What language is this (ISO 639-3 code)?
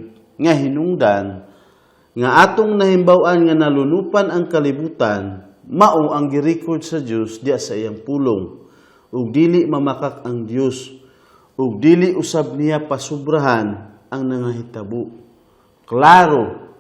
ceb